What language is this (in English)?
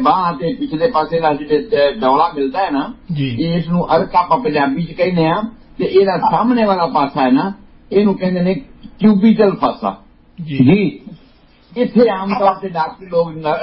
Punjabi